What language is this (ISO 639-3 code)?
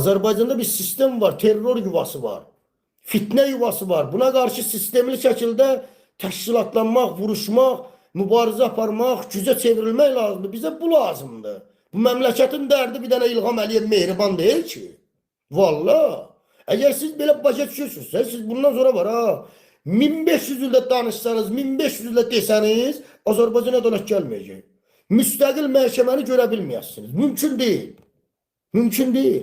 aze